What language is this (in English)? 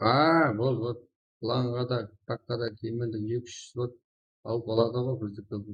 Kara-Kalpak